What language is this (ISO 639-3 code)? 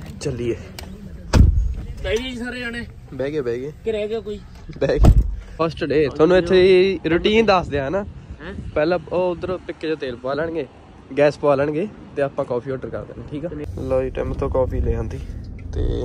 pan